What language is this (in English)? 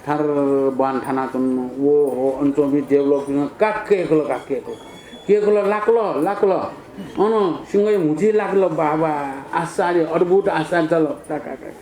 Newari